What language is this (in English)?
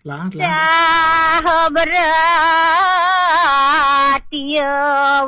Balinese